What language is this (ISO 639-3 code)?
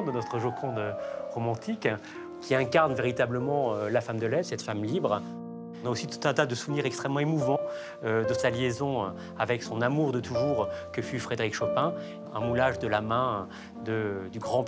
fra